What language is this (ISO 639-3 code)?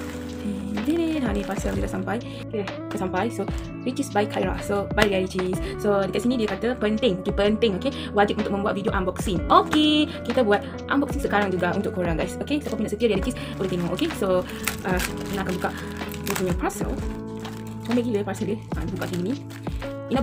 msa